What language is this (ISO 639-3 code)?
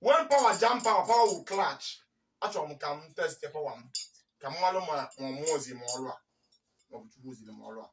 ibo